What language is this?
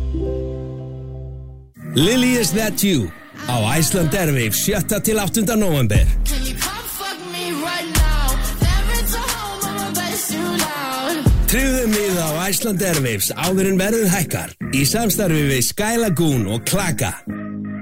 Icelandic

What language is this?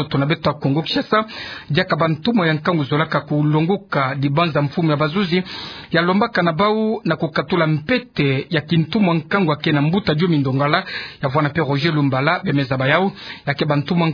Kituba (Democratic Republic of Congo)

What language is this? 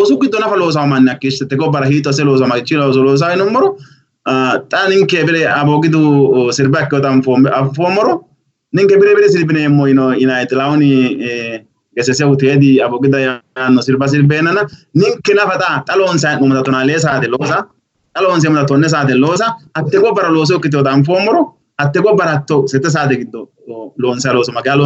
Sidamo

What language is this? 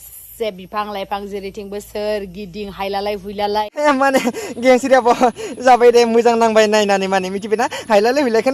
Bodo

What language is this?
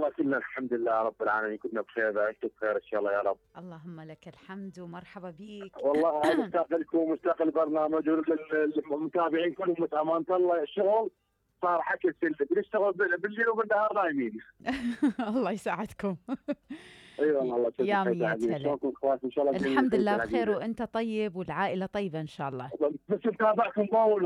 Mesopotamian Arabic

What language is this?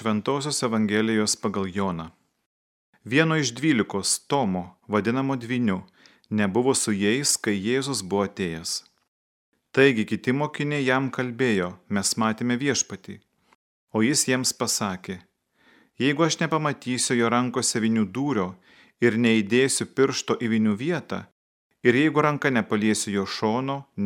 Lithuanian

